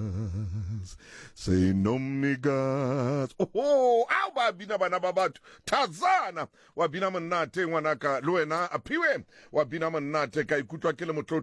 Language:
Southern Sotho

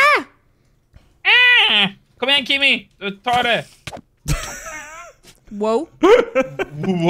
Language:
Swedish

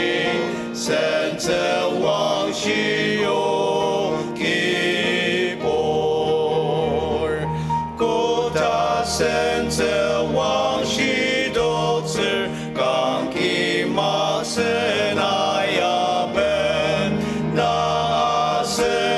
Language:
Ao Naga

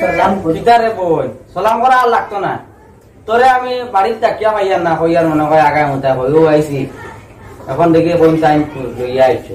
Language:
Sylheti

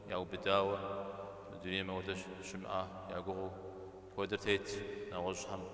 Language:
Kabardian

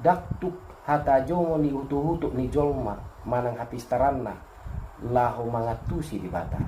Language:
Batak Toba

